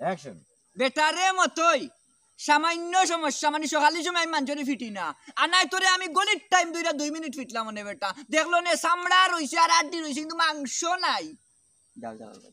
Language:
Sylheti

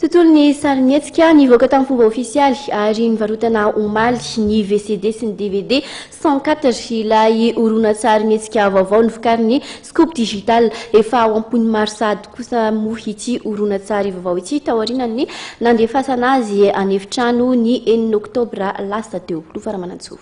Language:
Malagasy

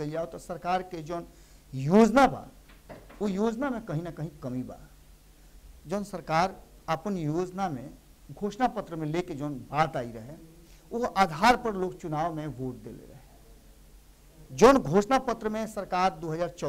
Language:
Bhojpuri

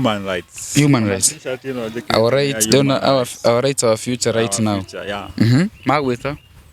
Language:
Kikuyu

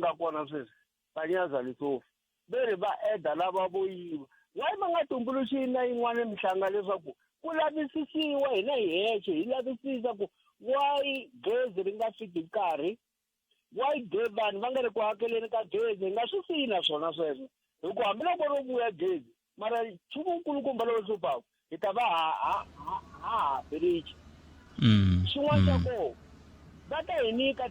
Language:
Tsonga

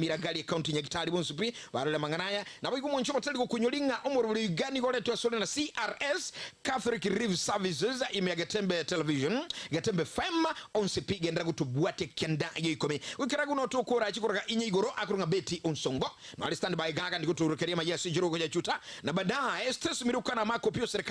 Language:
Gusii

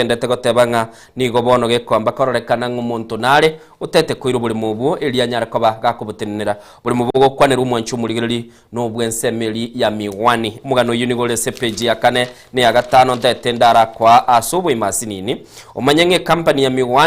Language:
Gusii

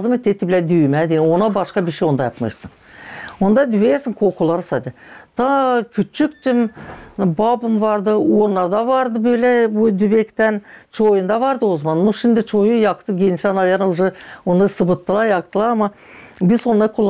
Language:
Gagauz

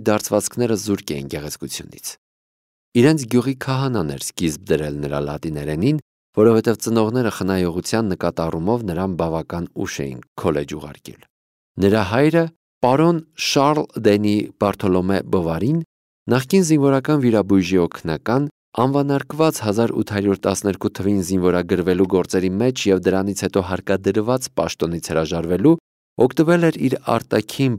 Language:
Armenian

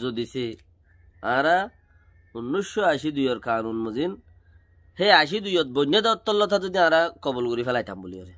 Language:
Rohingya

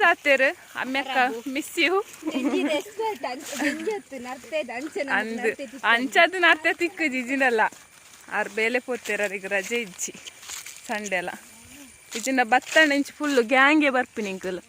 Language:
Tulu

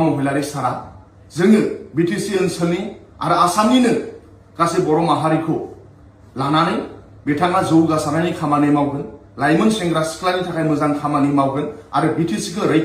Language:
Bodo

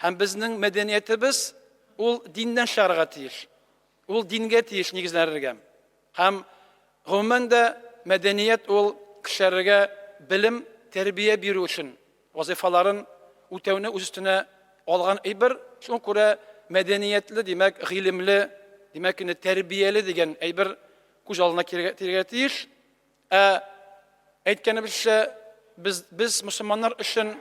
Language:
Tatar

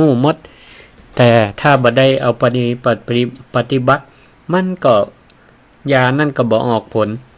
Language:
Northern Thai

